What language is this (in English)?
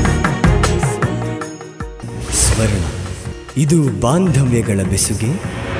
Kannada